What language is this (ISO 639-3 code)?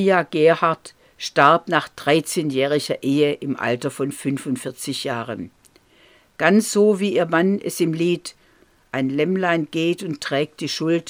deu